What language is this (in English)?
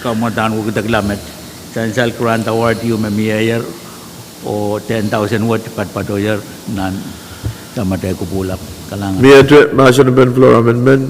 Pohnpeian